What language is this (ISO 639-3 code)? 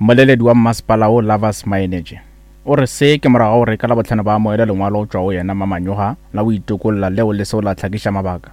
nso